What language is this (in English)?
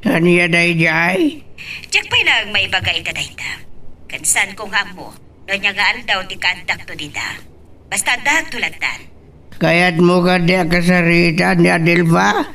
Iloko